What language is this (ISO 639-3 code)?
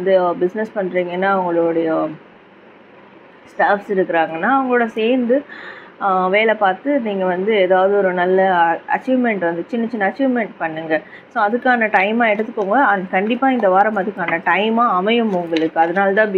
tam